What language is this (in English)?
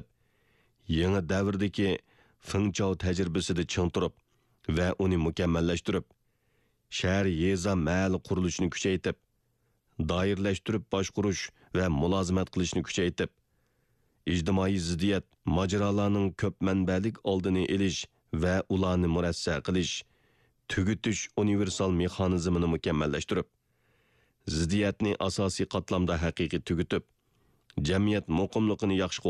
Uyghur